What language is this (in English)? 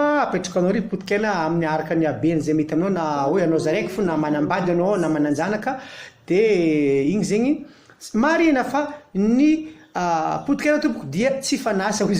Malagasy